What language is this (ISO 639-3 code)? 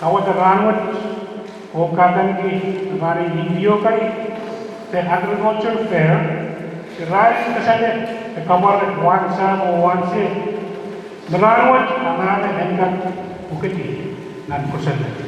pon